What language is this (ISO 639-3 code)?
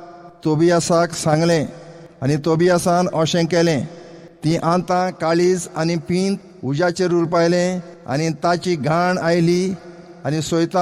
kok